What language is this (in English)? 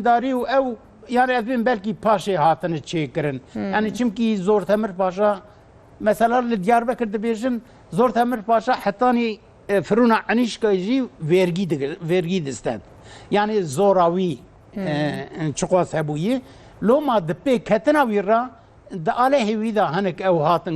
Kurdish